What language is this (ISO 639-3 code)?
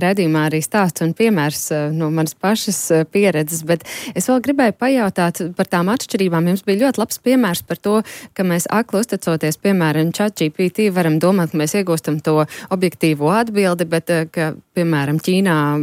lav